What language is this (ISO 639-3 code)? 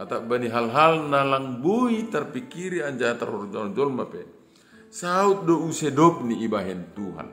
bts